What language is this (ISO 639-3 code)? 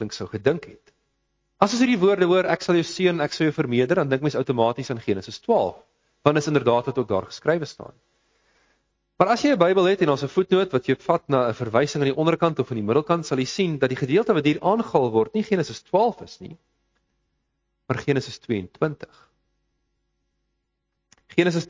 afr